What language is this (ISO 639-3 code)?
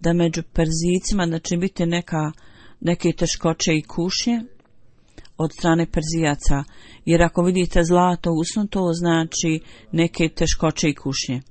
bos